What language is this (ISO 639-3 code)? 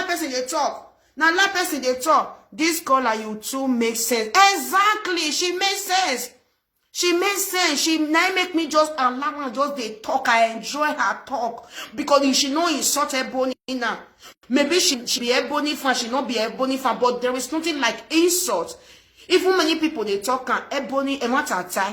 pcm